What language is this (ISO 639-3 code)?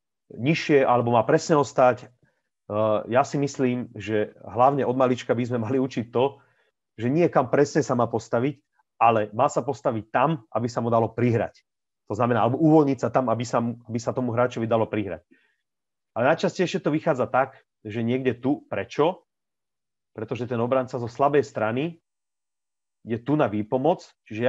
slk